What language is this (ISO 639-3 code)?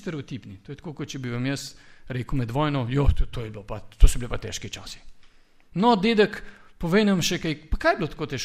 slv